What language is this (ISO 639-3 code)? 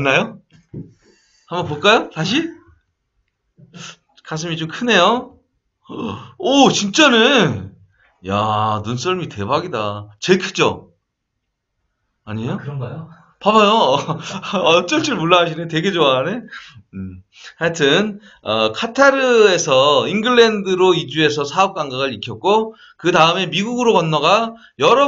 kor